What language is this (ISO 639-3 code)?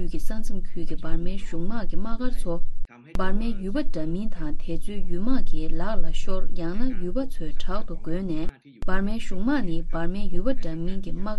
bod